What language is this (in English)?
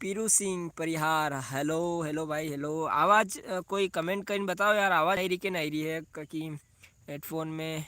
Rajasthani